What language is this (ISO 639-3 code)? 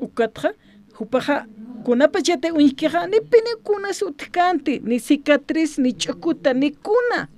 aym